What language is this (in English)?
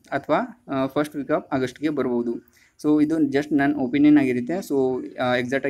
Kannada